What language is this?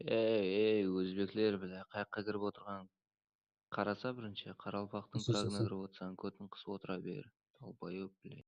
Kara-Kalpak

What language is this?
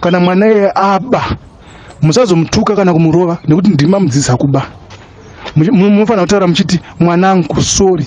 Shona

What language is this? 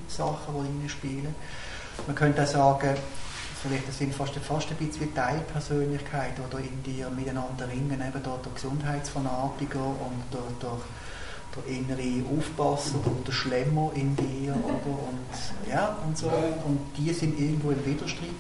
German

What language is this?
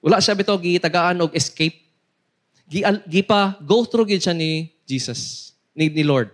Cebuano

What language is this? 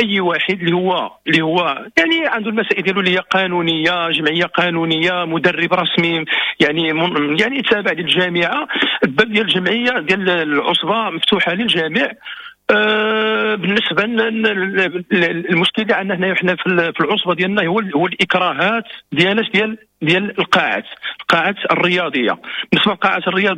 Moroccan Arabic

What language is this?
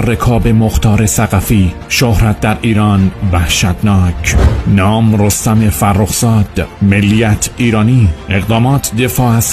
Persian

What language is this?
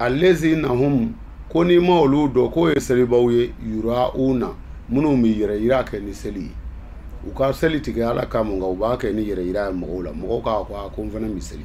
Bambara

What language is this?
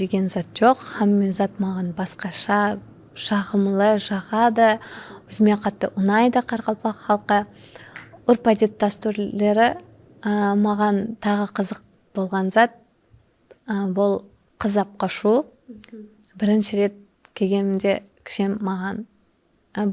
Kara-Kalpak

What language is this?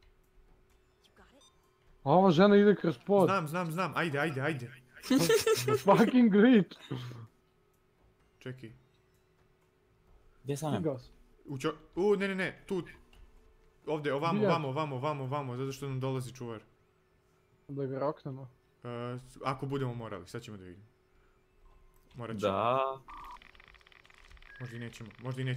Croatian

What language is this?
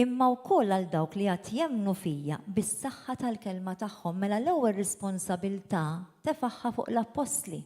Maltese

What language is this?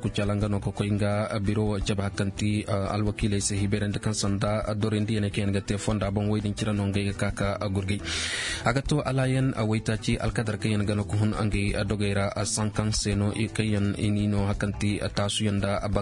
Koyraboro Senni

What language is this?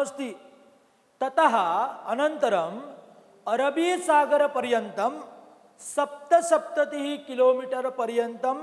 Sanskrit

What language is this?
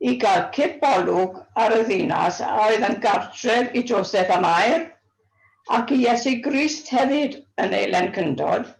Welsh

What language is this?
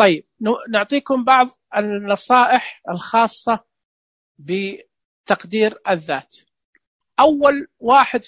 Najdi Arabic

